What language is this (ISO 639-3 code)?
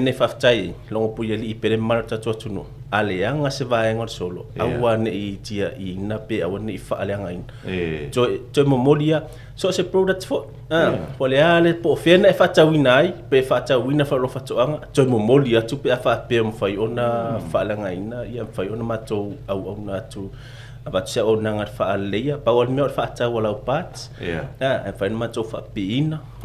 smo